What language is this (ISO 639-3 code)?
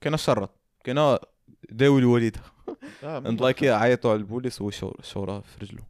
ary